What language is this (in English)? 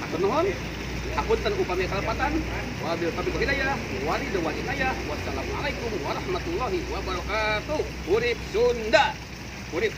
Sundanese